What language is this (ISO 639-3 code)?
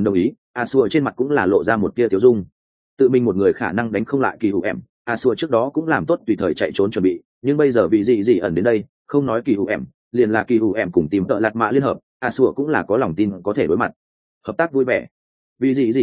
vie